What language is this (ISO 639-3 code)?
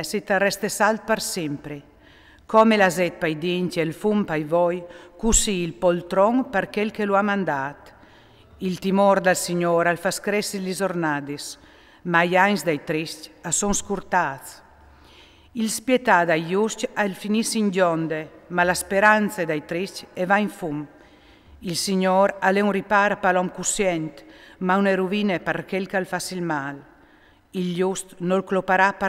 fur